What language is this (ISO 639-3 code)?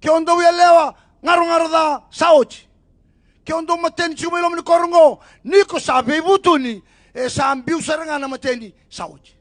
fij